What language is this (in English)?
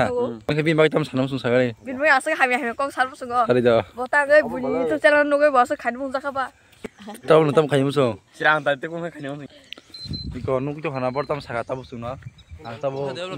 Kok Borok